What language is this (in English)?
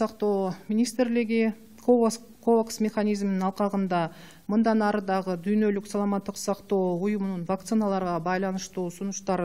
Kyrgyz